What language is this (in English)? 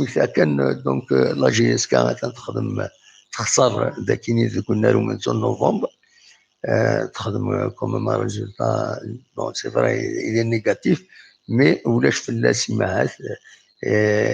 Kabyle